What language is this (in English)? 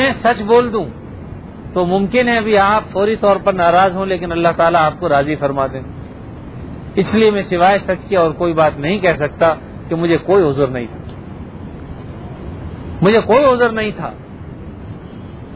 Urdu